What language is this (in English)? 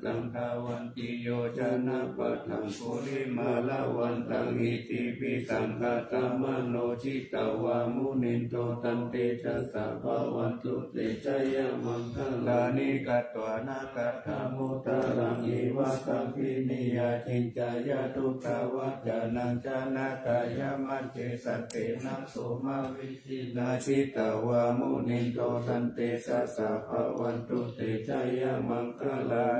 Pali